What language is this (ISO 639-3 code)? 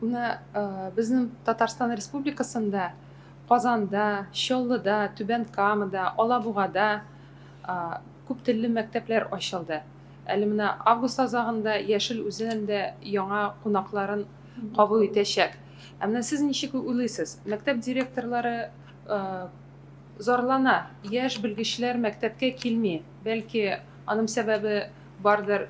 tat